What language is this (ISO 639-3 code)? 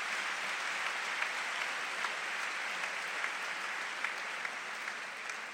eus